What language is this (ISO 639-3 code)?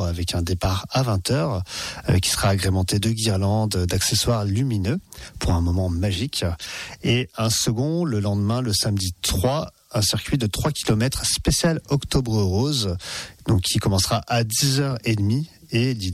fra